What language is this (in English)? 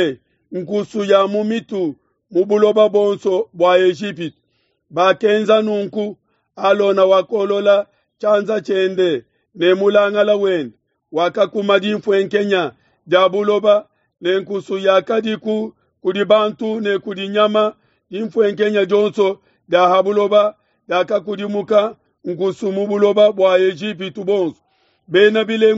Luba-Lulua